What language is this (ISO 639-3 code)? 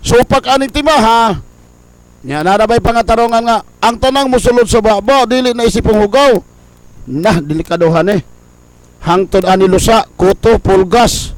ceb